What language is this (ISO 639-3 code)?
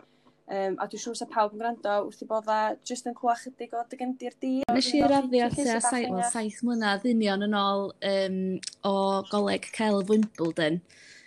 cym